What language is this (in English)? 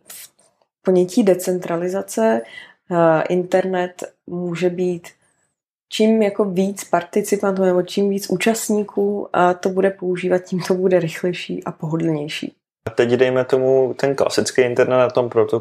Czech